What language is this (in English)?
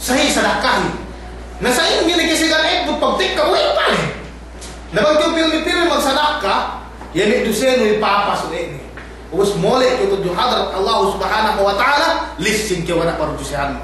Yakan